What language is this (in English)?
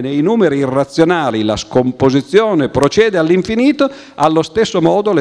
Italian